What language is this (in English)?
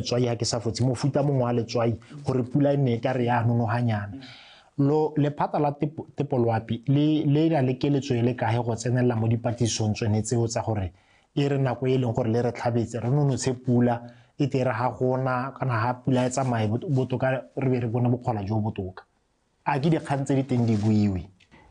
Tswana